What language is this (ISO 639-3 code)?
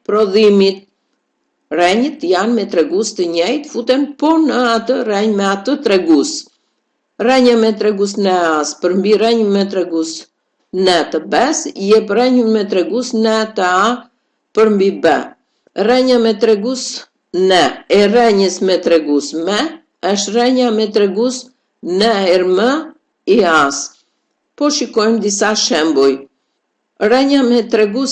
sqi